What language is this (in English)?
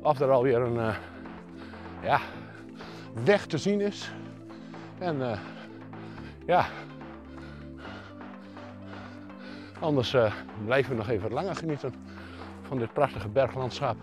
Dutch